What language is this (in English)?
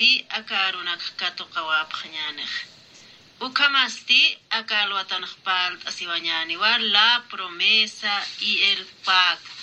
Aymara